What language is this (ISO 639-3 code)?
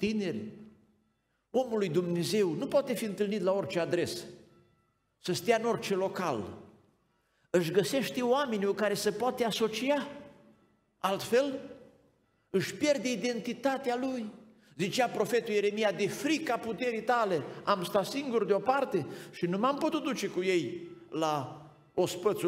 ron